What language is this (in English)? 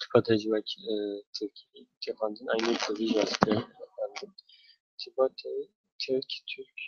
Kurdish